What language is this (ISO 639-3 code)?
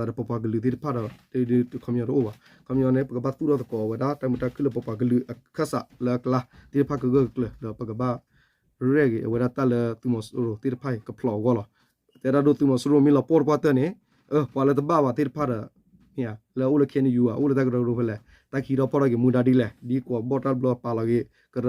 ksw